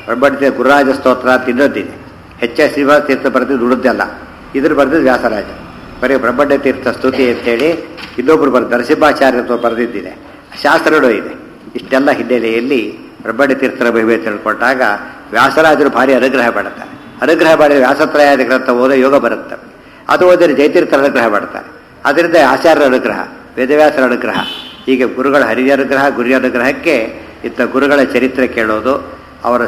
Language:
Kannada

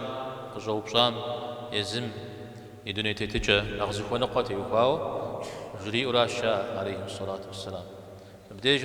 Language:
Kabardian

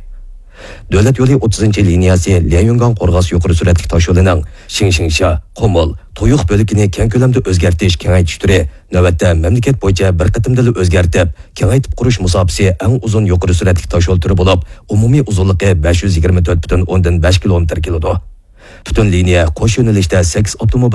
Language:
Uyghur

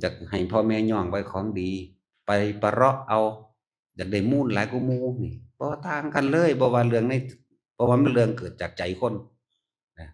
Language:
Northeastern Thai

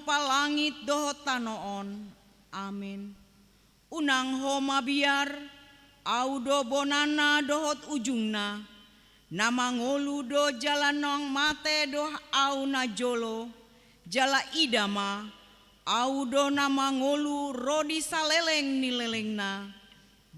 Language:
Batak Toba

